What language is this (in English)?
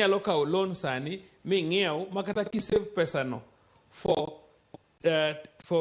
Luo (Kenya and Tanzania)